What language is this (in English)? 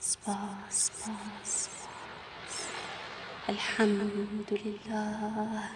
Kurdish